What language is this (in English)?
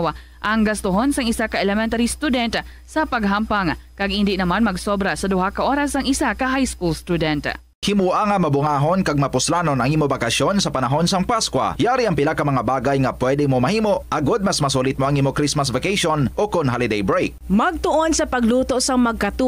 Hiligaynon